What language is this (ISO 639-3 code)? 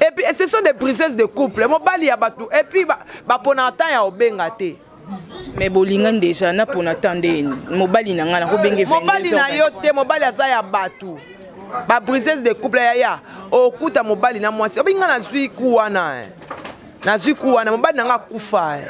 lin